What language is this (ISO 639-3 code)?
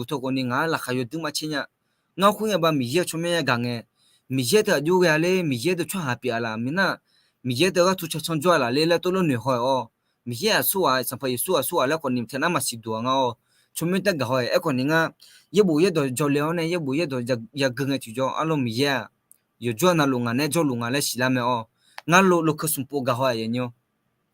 ahk